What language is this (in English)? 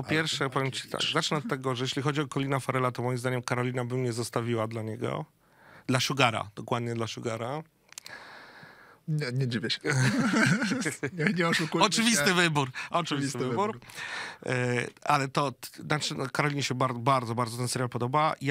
Polish